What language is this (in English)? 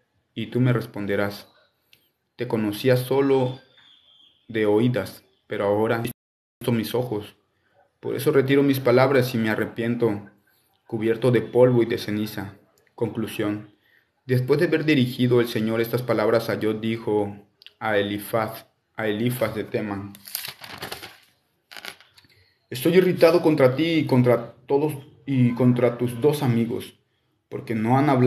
Spanish